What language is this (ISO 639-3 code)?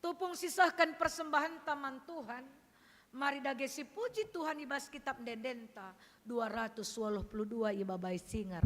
btx